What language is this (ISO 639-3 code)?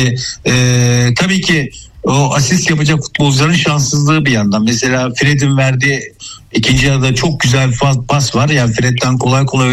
tur